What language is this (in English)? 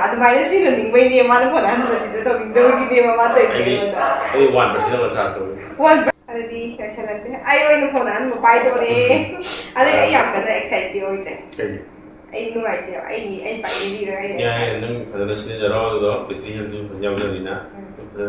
Manipuri